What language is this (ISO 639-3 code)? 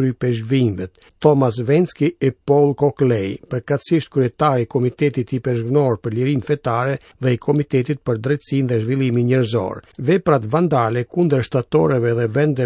sqi